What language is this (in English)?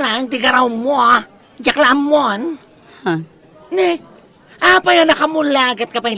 Iloko